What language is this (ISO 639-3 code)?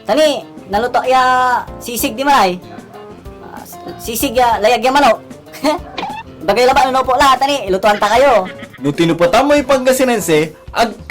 pag